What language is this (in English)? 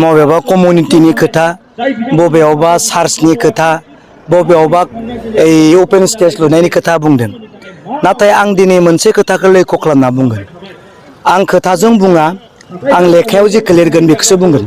Bodo